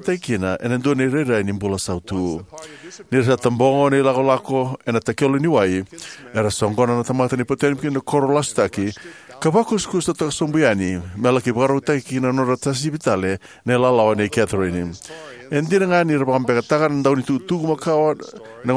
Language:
Fijian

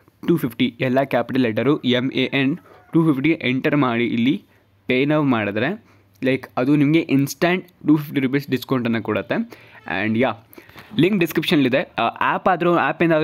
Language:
Kannada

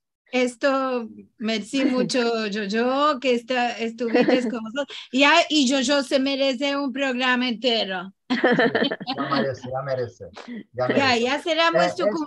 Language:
Ladino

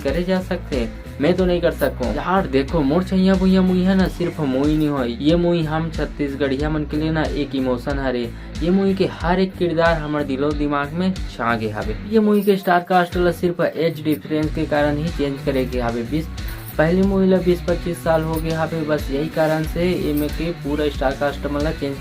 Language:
Chhattisgarhi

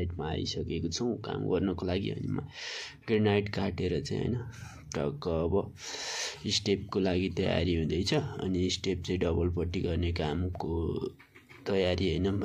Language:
Nepali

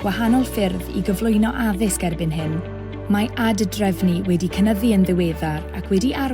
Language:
Welsh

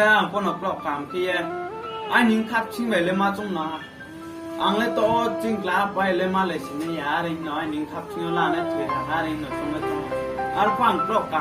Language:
Riang (India)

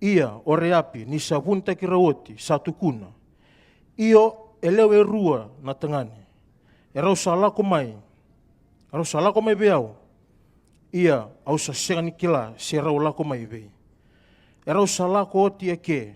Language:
Fijian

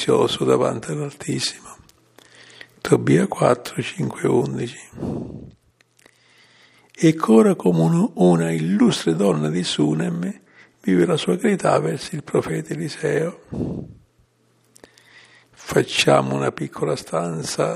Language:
Italian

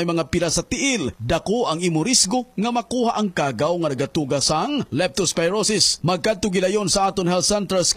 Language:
Hiligaynon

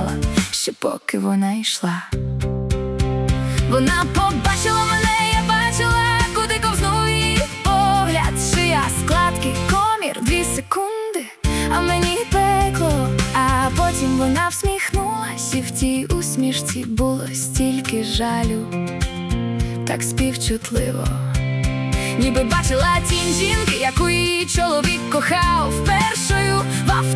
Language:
Ukrainian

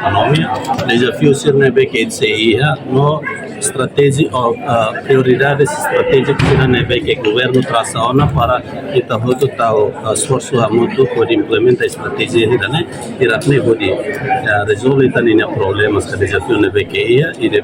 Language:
Tetum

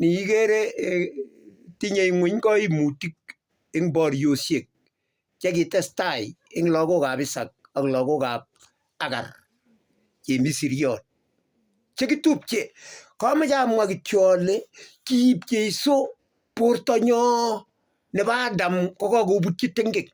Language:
Kalenjin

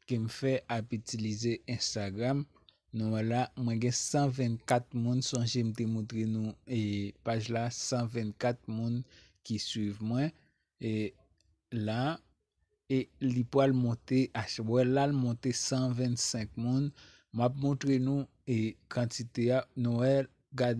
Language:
Haitian Creole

